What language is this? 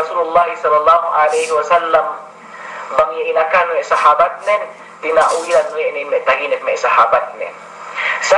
Yakan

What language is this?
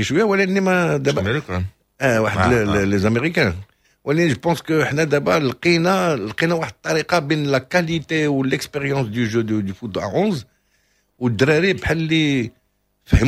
Moroccan Arabic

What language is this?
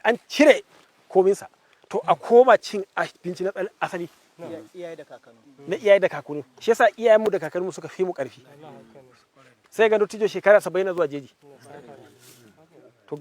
Hausa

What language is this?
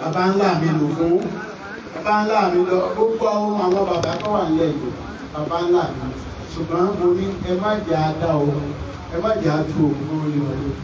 Yoruba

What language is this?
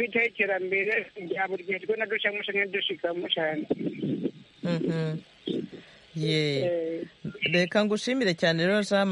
Kinyarwanda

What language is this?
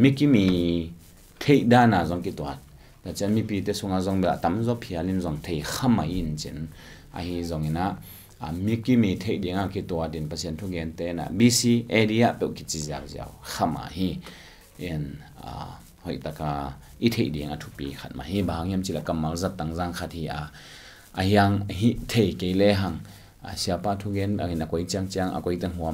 Tedim Chin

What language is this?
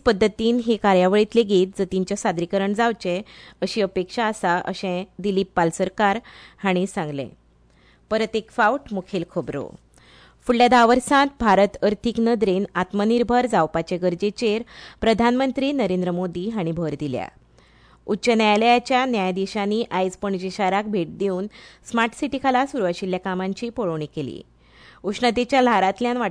Konkani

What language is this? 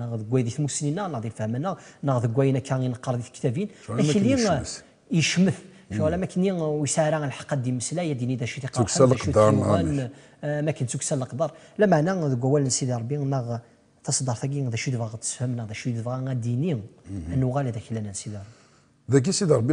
Kabyle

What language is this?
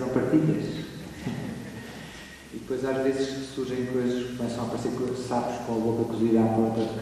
Portuguese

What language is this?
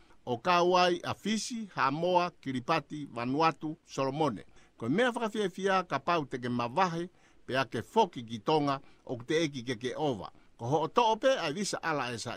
Tongan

